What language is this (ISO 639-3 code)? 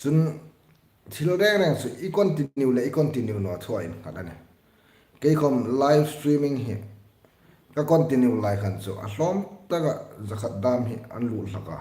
hmr